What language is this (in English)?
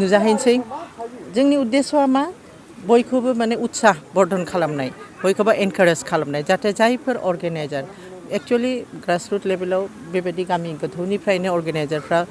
Bodo